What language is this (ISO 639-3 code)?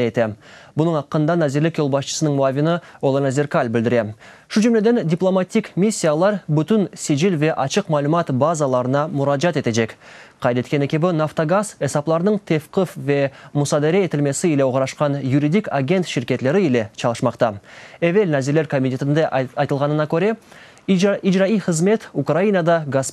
crh